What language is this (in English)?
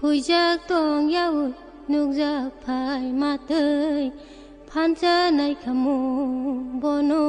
Kok Borok